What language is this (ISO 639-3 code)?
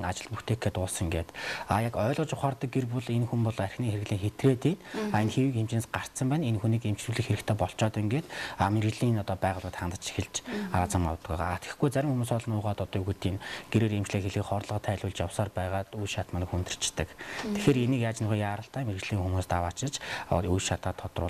mon